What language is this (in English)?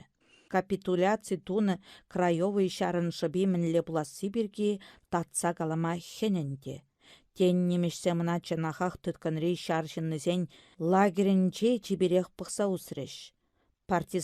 Chuvash